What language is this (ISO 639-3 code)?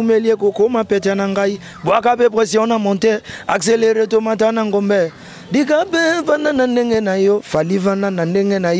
lin